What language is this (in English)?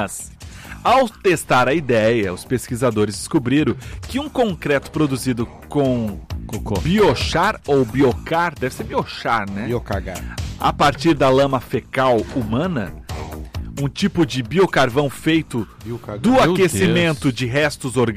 Portuguese